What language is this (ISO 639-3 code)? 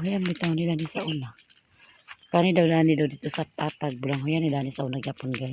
ceb